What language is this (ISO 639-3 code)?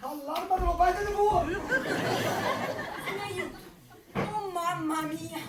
nap